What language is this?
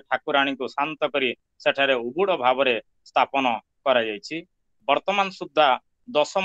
Odia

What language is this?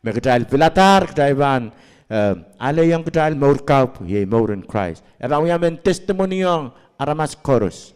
Pohnpeian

